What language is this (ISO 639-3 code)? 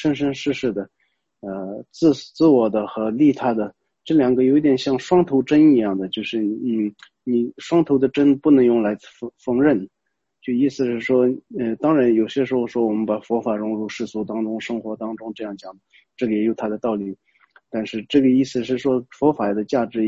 zho